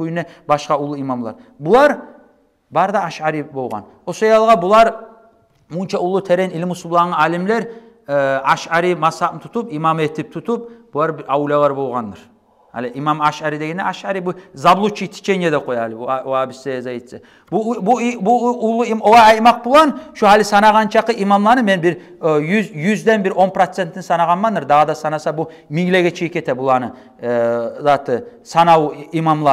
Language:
Kumyk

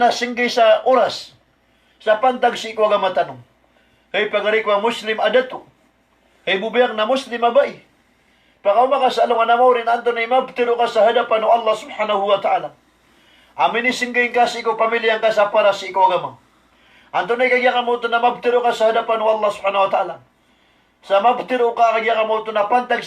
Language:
Maranao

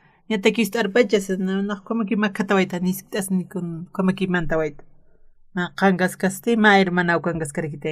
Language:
Aymara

